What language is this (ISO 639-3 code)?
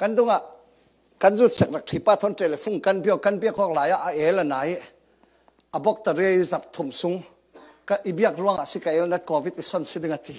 cfm